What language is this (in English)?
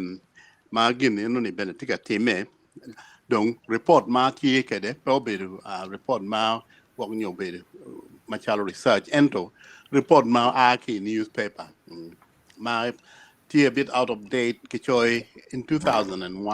Acoli